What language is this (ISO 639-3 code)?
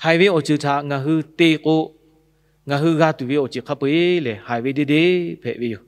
lhu